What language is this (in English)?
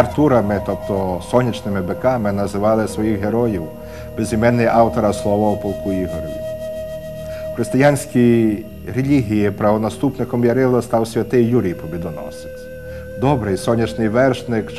Ukrainian